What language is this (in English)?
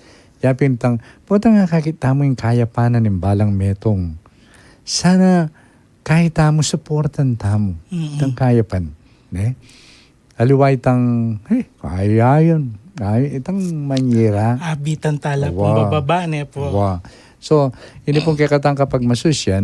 Pampanga